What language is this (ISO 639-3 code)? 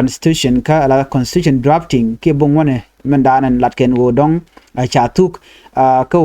nus